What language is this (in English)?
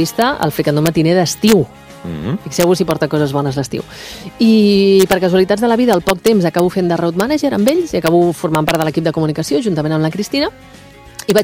Catalan